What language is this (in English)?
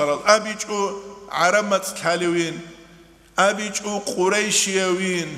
Avaric